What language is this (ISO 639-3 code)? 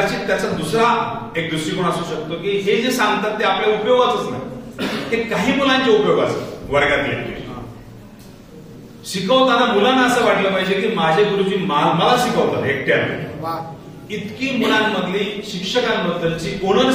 mar